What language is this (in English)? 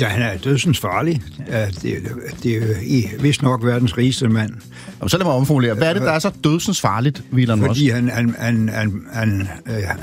Danish